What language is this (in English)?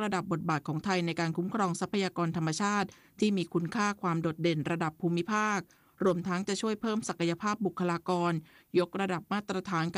Thai